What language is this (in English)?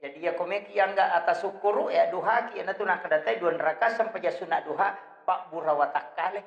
Buginese